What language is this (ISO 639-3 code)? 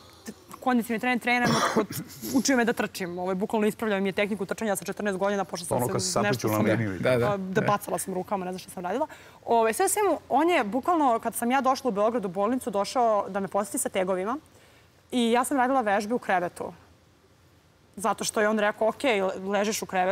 srp